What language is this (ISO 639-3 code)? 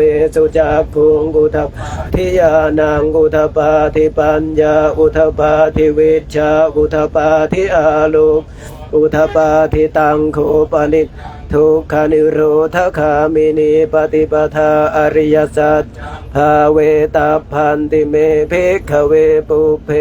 pli